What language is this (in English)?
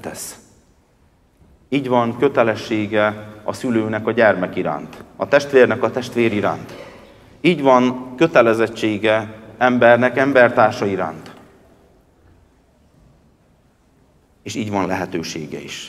Hungarian